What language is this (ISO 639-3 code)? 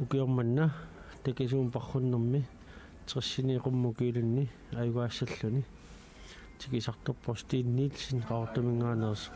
kal